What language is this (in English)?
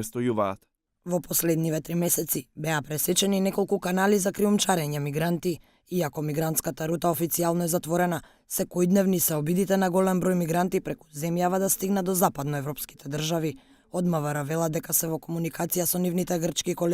Macedonian